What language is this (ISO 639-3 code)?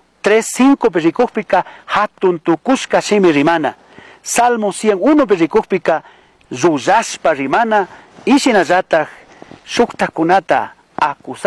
qug